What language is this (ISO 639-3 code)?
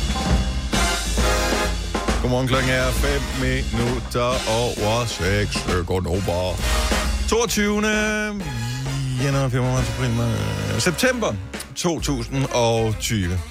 dan